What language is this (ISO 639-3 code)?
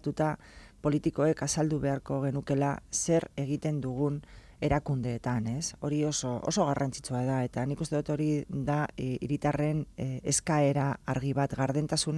eus